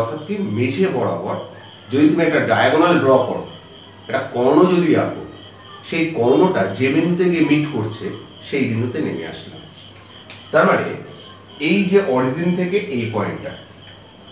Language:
Bangla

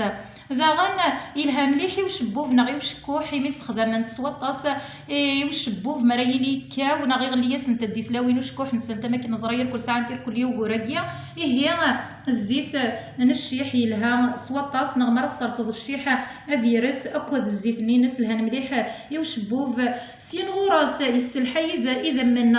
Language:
Kabyle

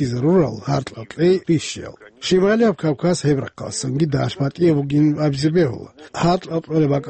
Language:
Avaric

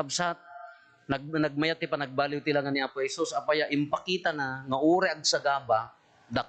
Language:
Iloko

